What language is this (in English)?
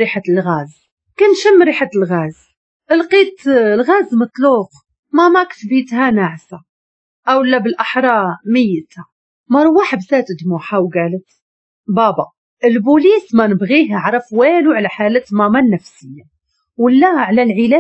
Moroccan Arabic